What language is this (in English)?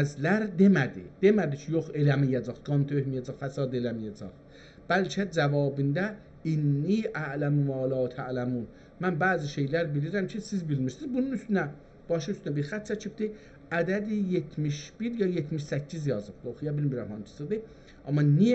South Azerbaijani